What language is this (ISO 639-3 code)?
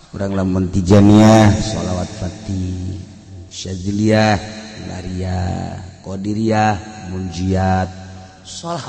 sun